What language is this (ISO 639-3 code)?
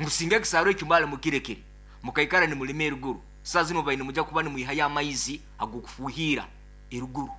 nyo